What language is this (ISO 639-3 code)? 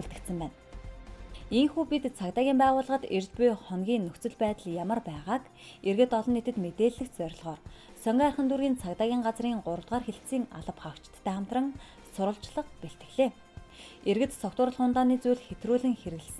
mon